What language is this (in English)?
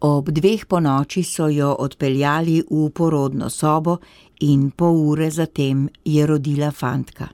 Slovenian